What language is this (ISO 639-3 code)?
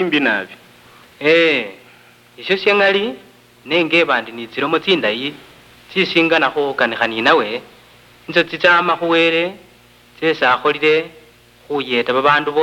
luy